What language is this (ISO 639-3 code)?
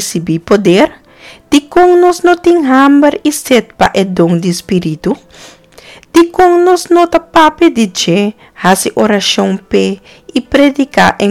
pap